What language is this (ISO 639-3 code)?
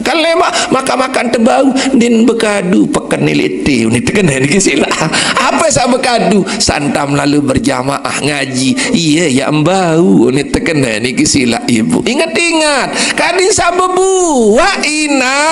sas